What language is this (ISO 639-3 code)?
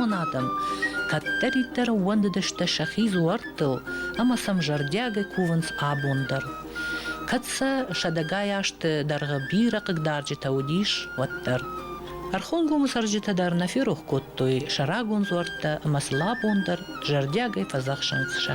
oss